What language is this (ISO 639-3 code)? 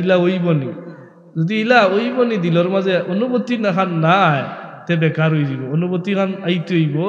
syl